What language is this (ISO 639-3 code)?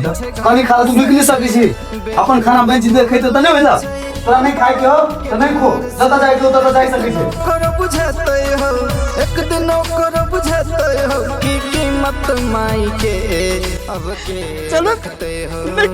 mai